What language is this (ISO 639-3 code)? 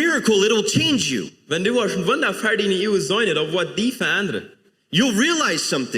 pdt